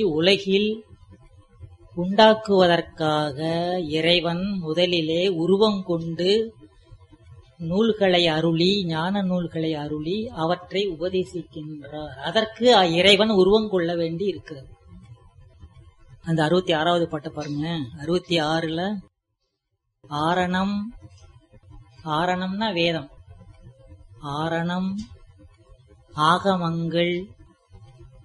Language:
Tamil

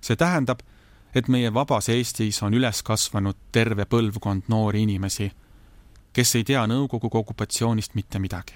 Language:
Estonian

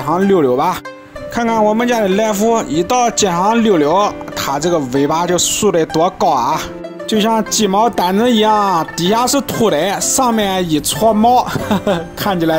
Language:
Chinese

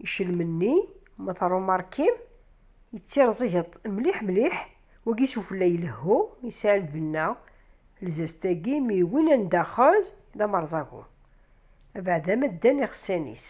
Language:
Kabyle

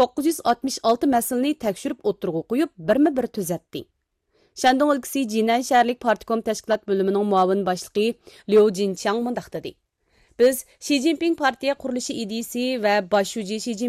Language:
Uyghur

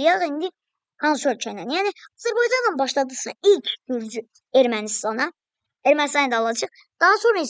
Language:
Azerbaijani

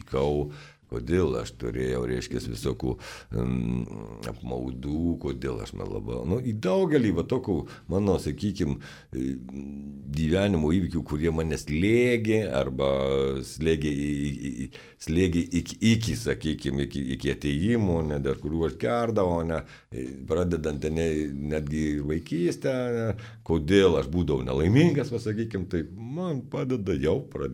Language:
Lithuanian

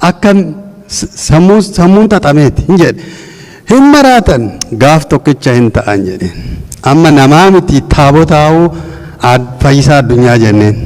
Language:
Oromo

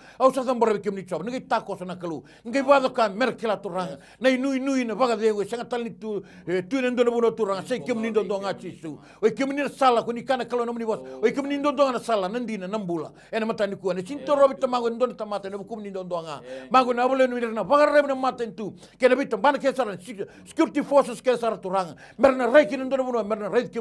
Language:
Fijian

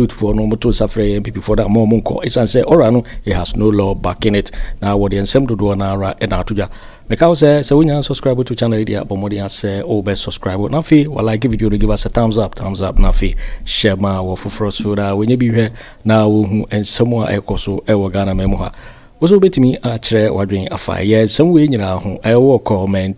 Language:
Akan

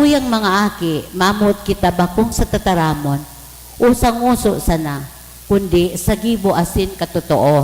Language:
Bikol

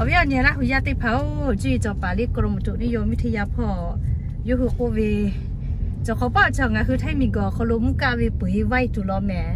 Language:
Lahu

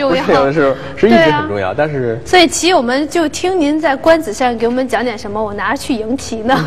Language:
Chinese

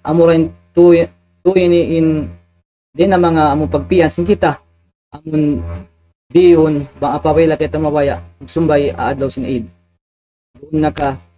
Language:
Tausug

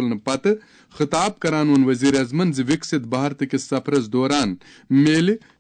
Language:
Kashmiri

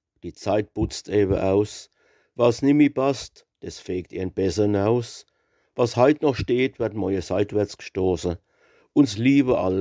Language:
Palatine German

